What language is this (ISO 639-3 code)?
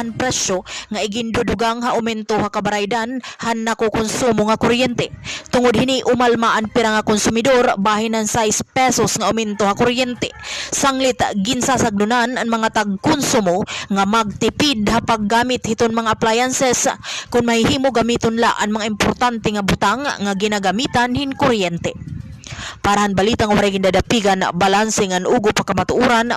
war